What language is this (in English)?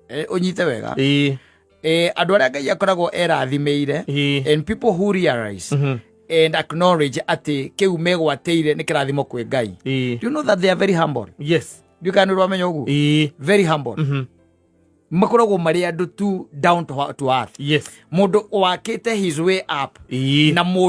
Kikuyu